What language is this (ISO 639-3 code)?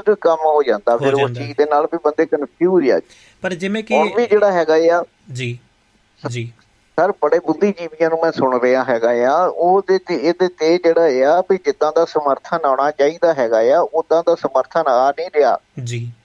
pan